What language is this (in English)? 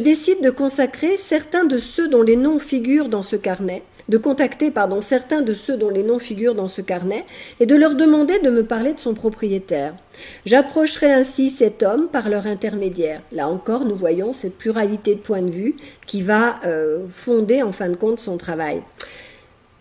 French